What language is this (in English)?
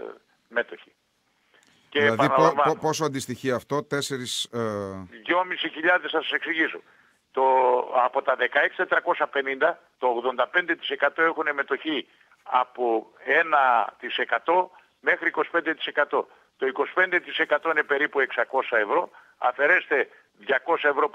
Greek